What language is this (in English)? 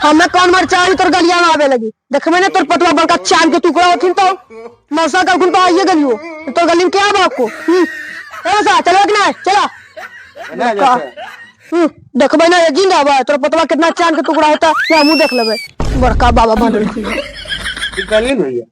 Magahi